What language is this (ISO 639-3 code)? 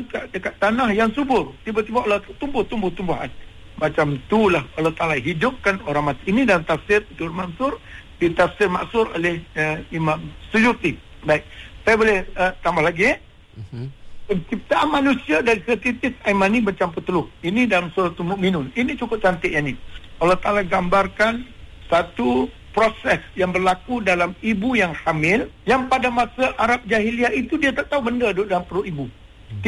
msa